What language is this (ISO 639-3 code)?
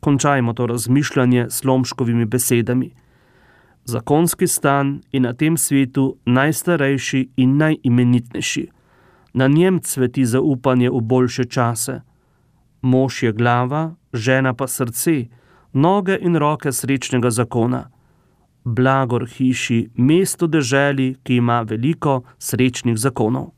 slv